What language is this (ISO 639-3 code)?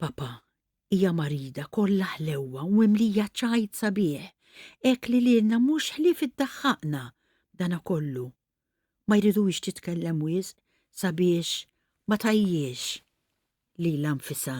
mlt